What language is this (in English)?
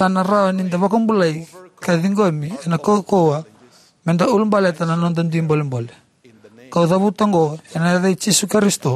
Fijian